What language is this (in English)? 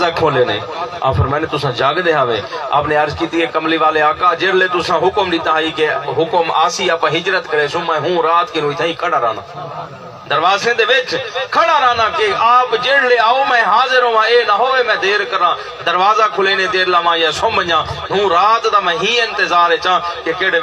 Saraiki